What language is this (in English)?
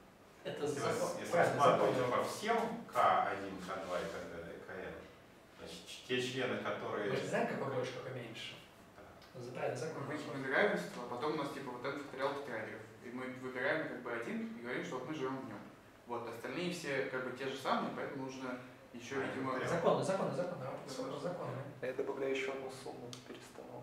Russian